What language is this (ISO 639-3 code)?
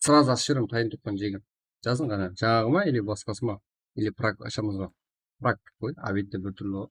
kaa